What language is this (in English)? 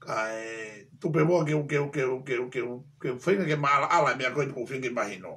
Tongan